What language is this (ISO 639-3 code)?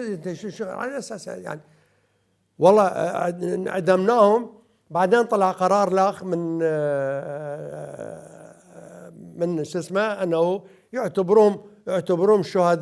acm